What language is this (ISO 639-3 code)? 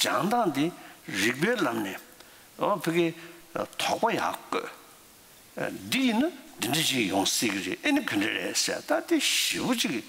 bod